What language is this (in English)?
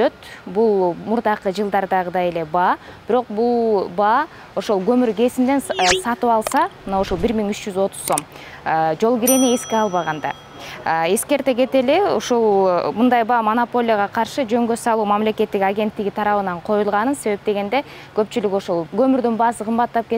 Kyrgyz